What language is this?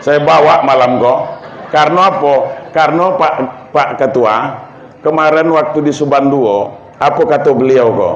Minangkabau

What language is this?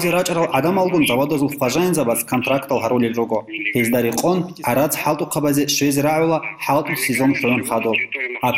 Avaric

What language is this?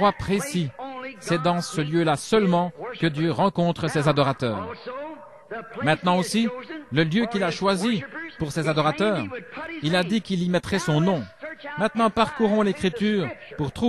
French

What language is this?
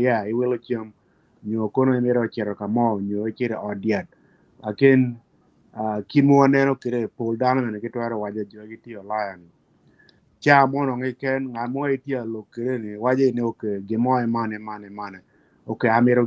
Acoli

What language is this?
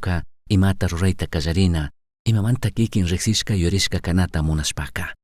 Chimborazo Highland Quichua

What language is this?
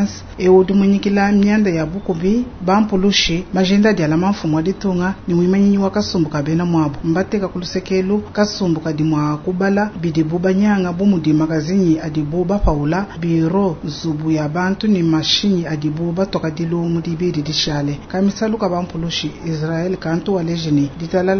Luba-Lulua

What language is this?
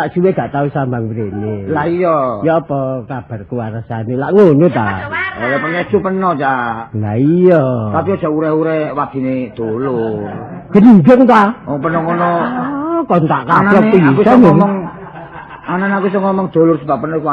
Javanese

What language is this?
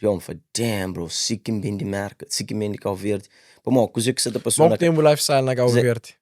Kabuverdianu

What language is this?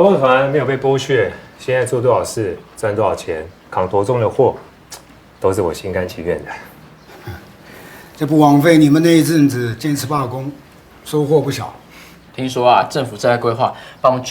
Min Nan Chinese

